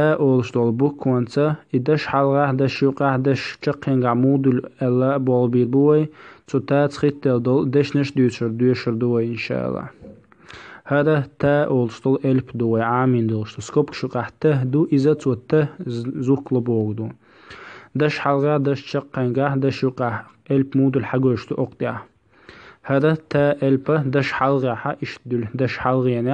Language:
Chechen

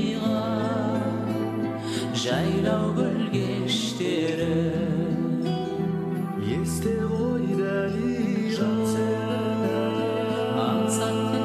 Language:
Kazakh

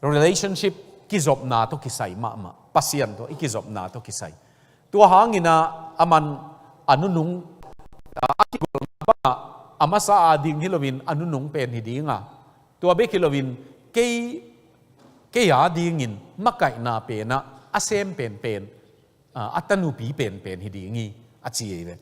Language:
Tedim Chin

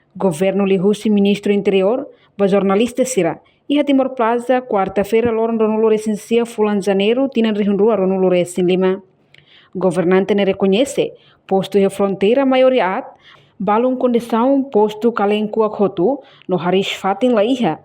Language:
Tetum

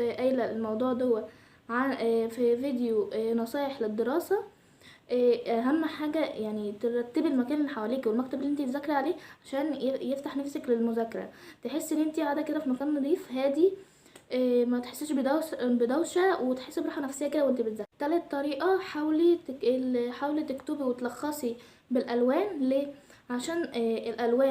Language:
Egyptian Arabic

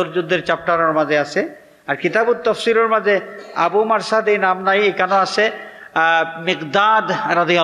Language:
Sylheti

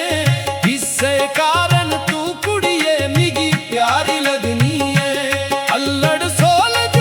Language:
Dogri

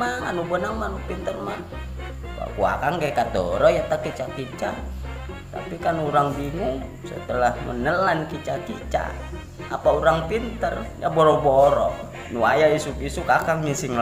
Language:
Sundanese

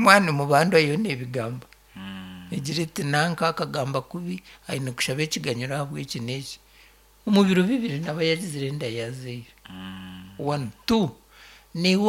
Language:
Nyankole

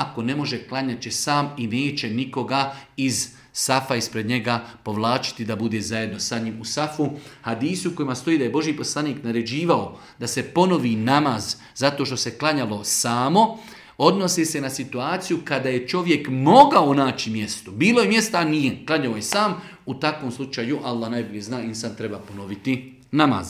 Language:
Bosnian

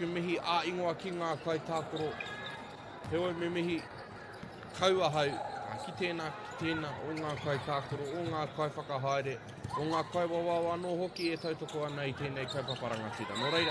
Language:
Māori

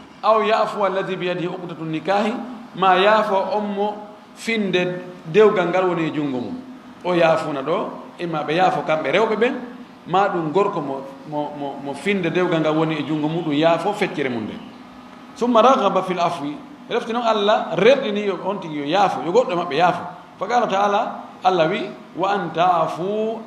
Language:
Fula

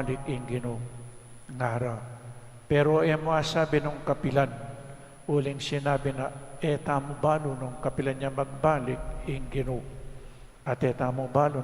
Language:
Pampanga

